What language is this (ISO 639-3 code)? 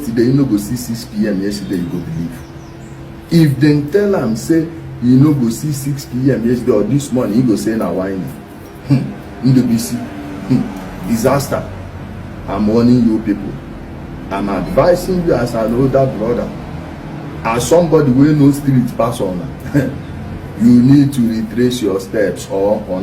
ibo